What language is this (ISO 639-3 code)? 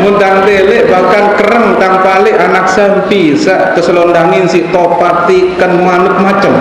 sas